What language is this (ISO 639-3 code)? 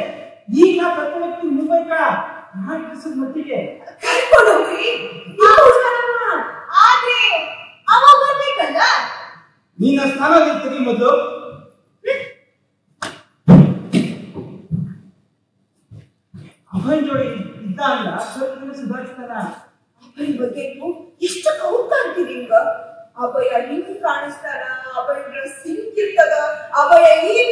kan